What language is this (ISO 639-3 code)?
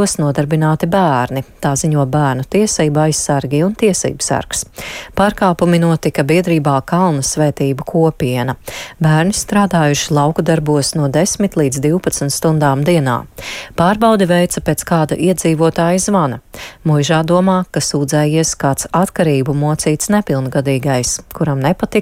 lav